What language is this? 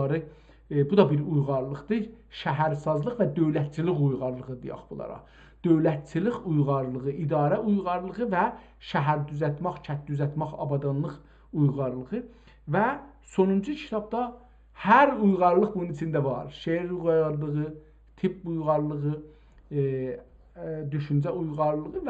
South Azerbaijani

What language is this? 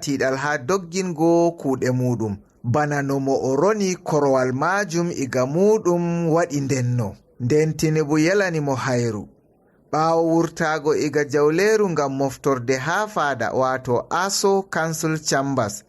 Fula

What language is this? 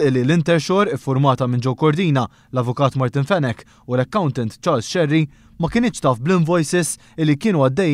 Maltese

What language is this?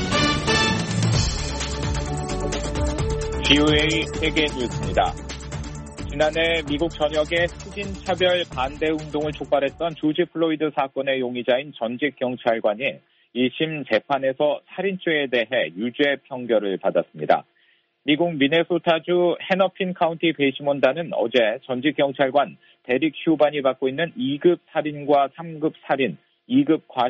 Korean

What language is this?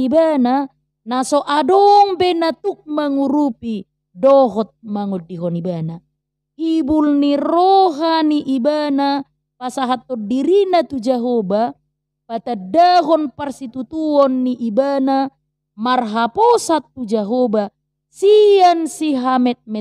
Batak Toba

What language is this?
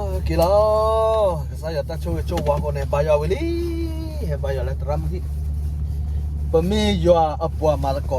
S'gaw Karen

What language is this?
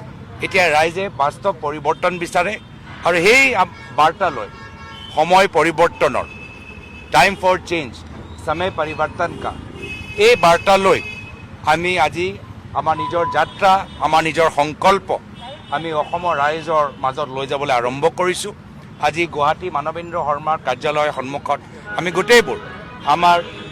Assamese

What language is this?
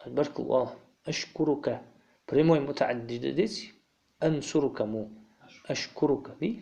Ingush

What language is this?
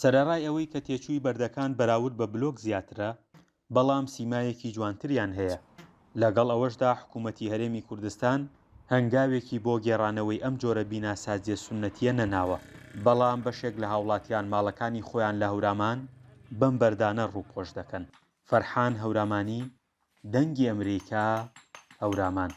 Central Kurdish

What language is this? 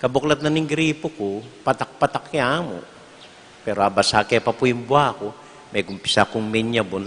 Pampanga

